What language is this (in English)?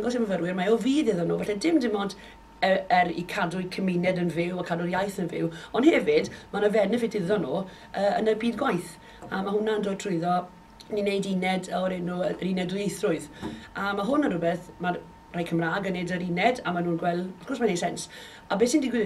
Welsh